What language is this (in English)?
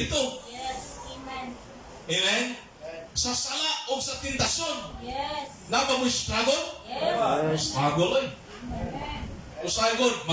Cebuano